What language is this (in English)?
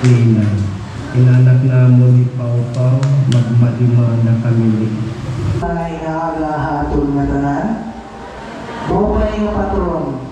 Waray